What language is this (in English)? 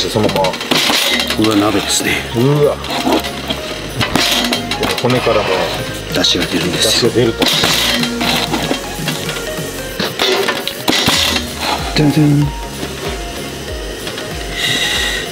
Japanese